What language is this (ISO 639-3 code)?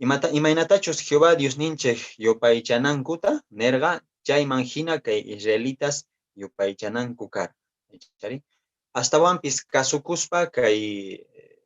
que